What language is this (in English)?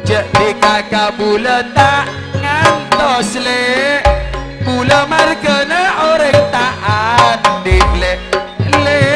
Madurese